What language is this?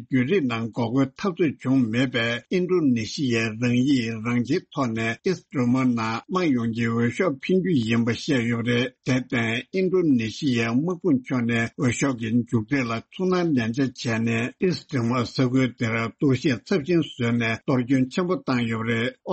Tibetan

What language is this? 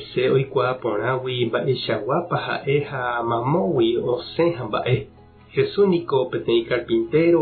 Guarani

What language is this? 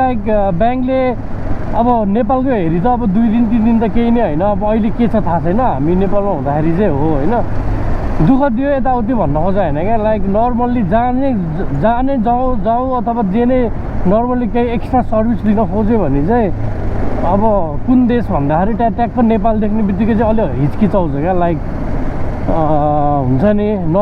Nepali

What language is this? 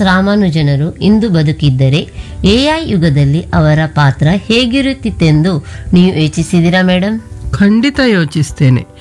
Kannada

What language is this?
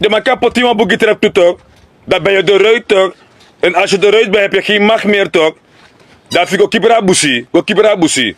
Sranan Tongo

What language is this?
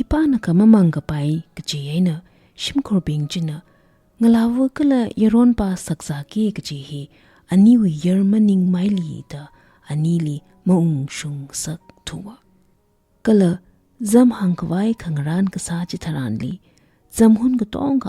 Tangkhul Naga (India)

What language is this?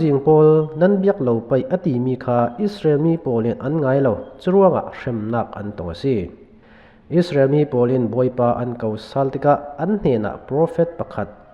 Falam Chin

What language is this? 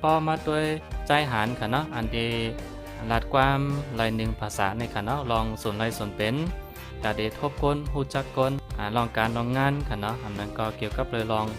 Shan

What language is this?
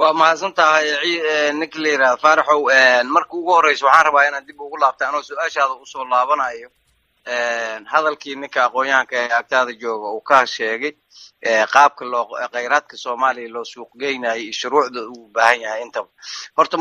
Somali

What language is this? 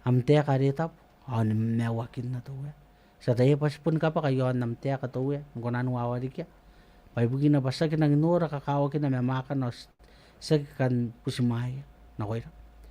Gilbertese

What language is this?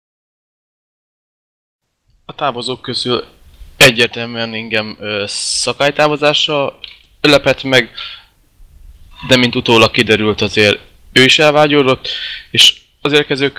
Hungarian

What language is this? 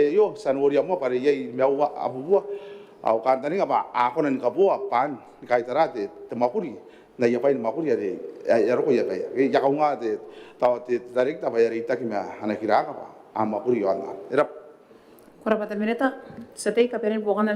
Gilbertese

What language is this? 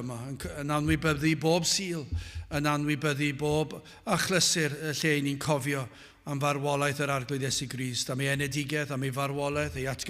Welsh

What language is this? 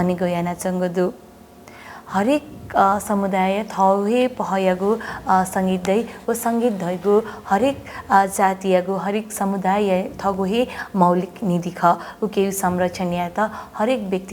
Newari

